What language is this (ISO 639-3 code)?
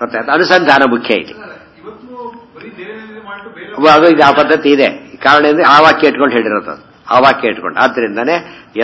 kan